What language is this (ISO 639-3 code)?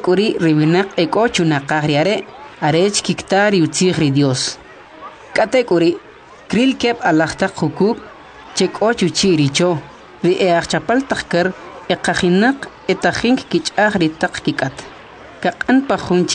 quc